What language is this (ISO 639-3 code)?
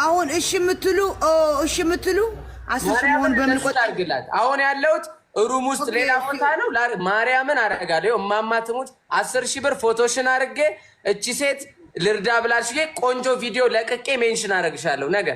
amh